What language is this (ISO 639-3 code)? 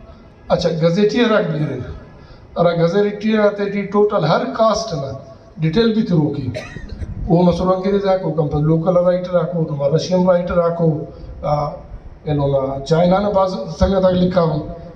brh